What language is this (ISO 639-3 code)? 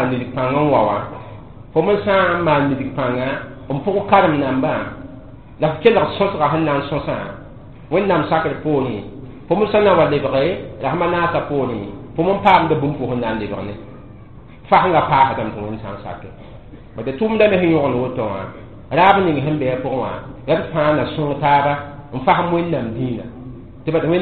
mos